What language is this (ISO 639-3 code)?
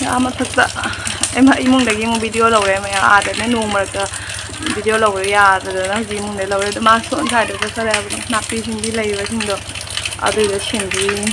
mni